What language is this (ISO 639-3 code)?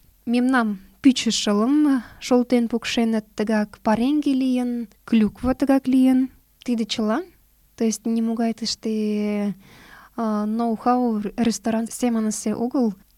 chm